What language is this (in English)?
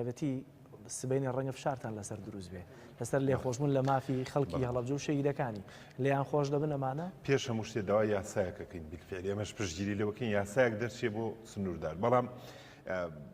Central Kurdish